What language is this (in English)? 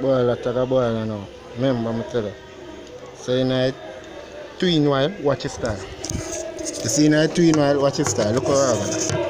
Jamaican Creole English